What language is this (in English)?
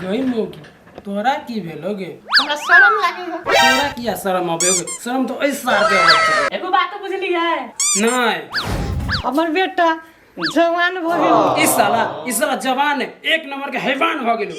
Maithili